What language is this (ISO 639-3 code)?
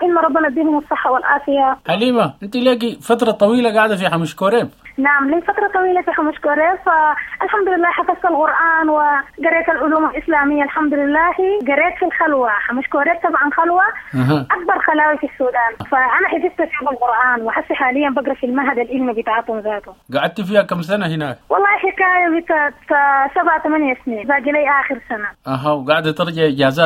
apd